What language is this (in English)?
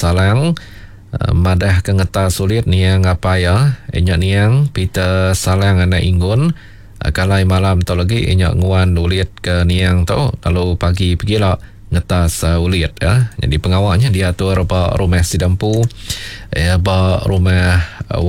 Iban